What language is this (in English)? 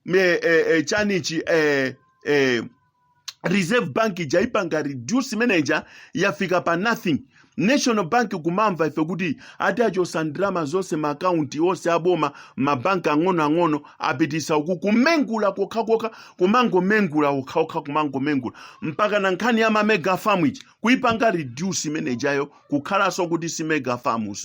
Nyanja